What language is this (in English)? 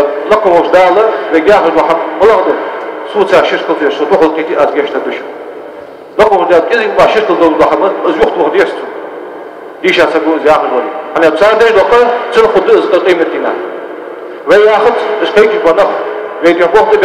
Ingush